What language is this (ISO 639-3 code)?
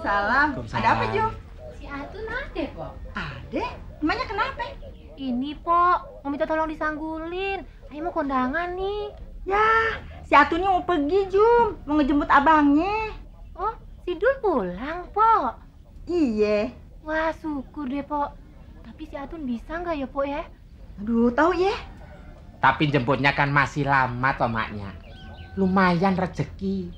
bew